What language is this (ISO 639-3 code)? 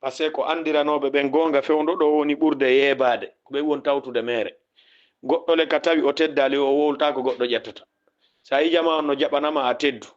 ful